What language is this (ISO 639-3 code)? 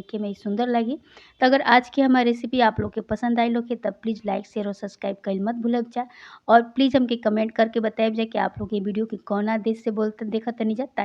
bho